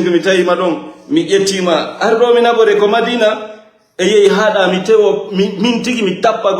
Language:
Fula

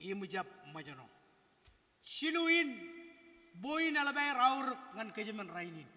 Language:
Marshallese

